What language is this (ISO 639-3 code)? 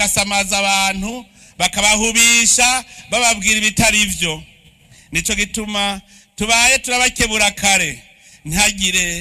run